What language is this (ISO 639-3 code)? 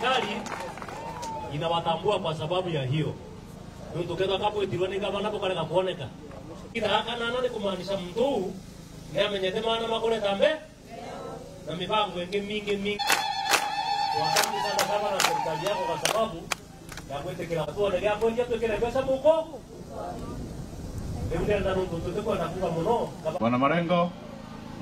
swa